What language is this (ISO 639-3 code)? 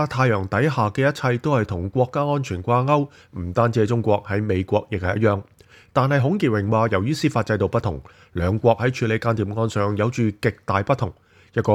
yue